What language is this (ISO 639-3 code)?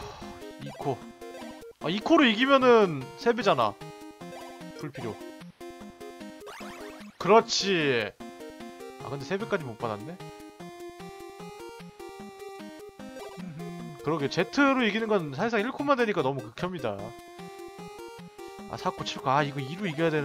kor